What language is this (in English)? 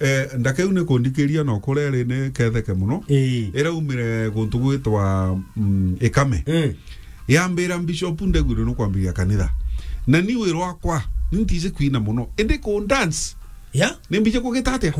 Meru